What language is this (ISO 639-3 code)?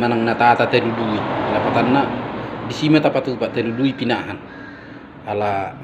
bbc